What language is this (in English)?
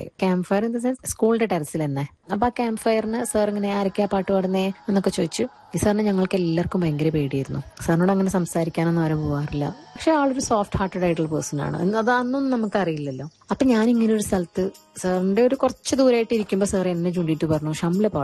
Malayalam